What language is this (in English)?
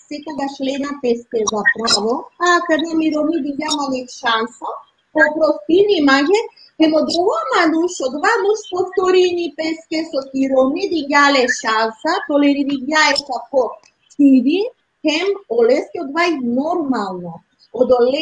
Balkan Romani